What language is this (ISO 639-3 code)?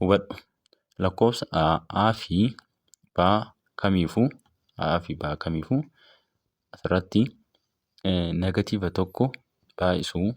orm